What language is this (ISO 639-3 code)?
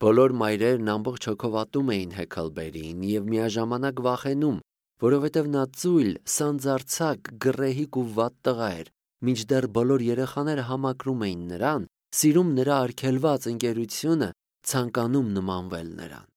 hye